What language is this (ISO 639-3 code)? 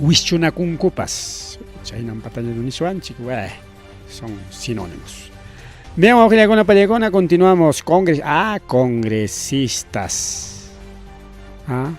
quy